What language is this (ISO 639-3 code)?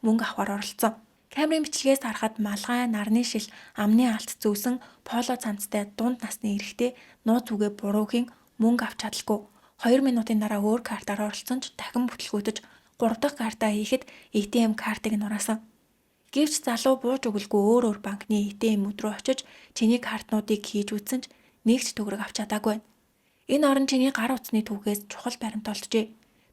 mon